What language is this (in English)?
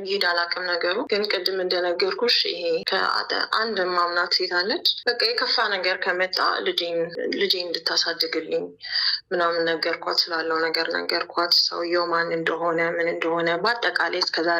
Amharic